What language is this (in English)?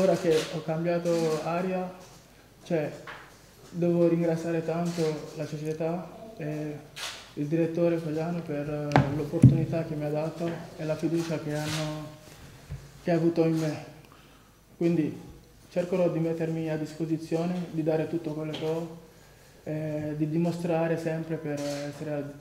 Italian